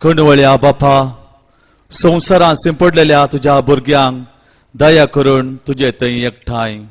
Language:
Konkani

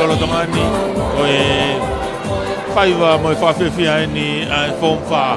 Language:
Tongan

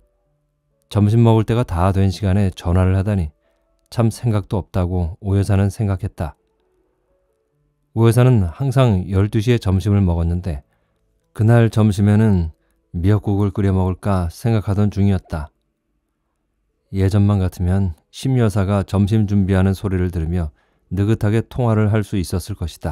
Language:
Korean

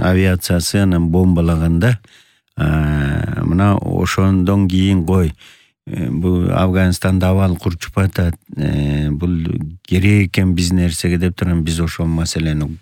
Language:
Kyrgyz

